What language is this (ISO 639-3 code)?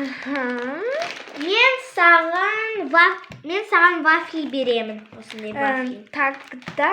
kaz